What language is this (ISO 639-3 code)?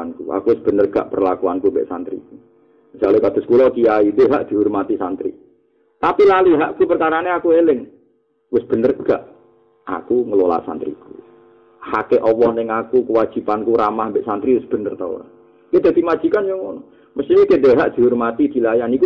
jav